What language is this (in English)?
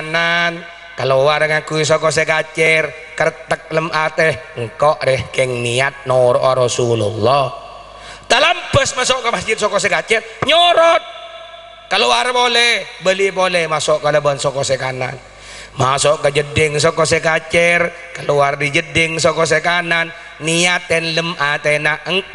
Madurese